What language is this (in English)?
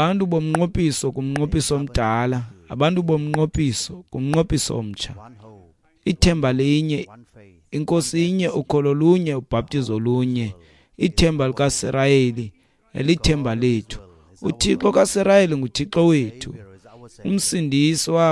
Xhosa